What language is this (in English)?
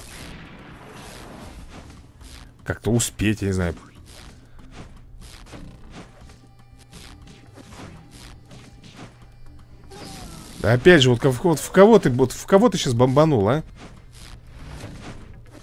Russian